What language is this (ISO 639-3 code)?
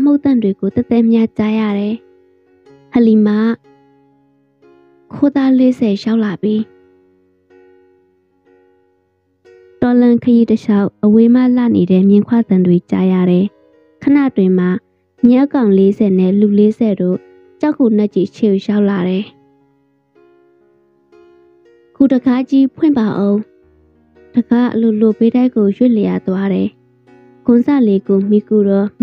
mya